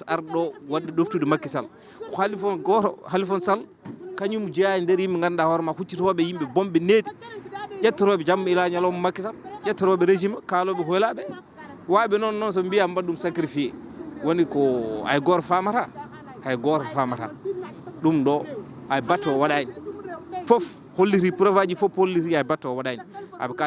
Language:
Fula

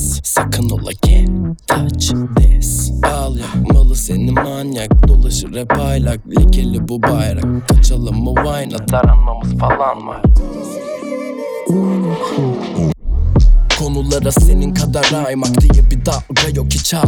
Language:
Turkish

